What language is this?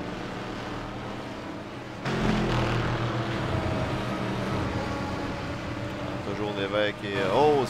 French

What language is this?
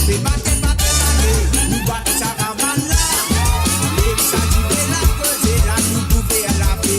Morisyen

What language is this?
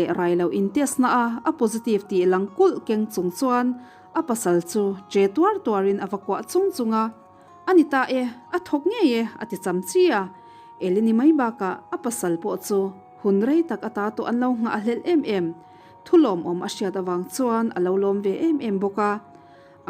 Mizo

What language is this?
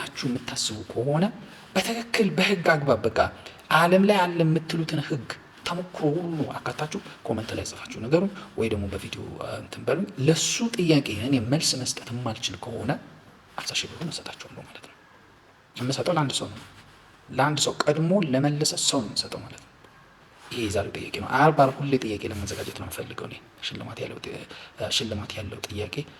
Amharic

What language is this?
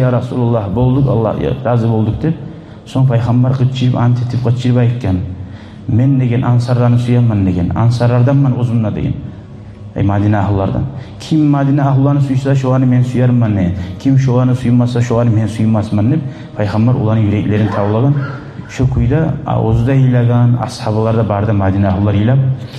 Kumyk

